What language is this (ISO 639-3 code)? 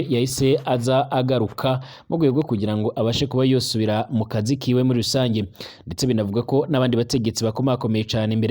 run